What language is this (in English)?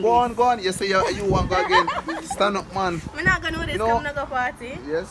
Jamaican Creole English